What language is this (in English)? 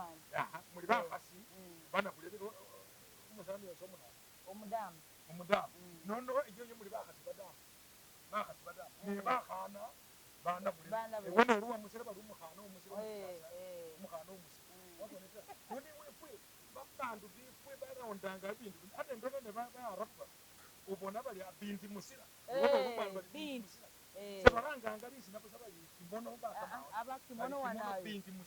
Masaaba